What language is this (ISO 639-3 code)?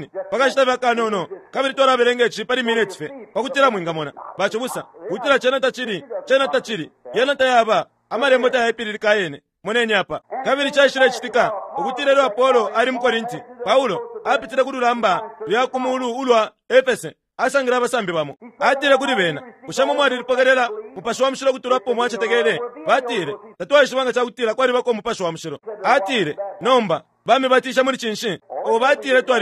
bem